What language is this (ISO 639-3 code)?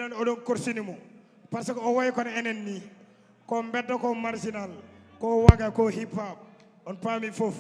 ful